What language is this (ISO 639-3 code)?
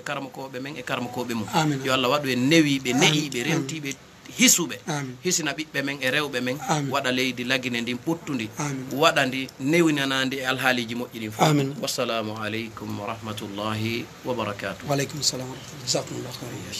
ful